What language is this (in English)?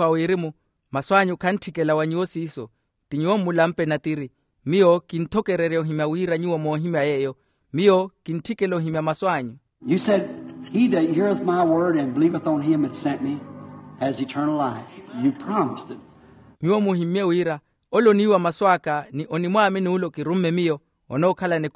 Makhuwa